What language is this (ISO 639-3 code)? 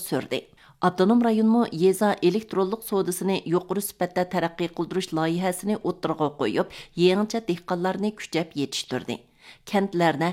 uig